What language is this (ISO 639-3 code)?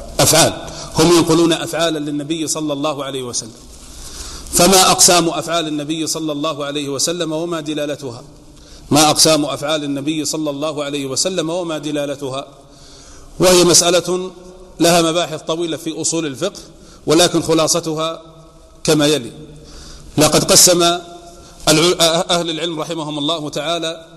ara